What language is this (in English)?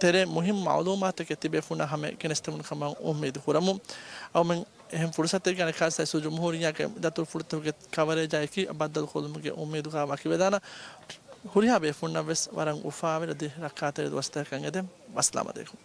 Divehi